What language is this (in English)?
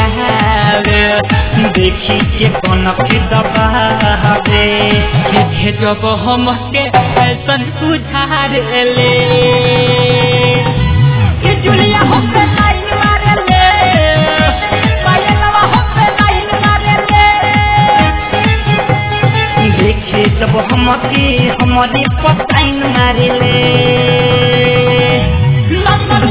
Bhojpuri